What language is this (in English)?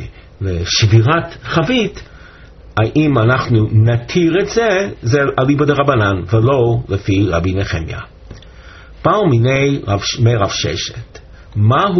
Hebrew